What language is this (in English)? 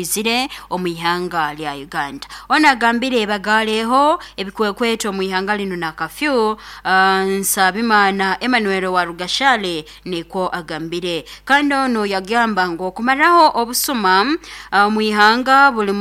Nyankole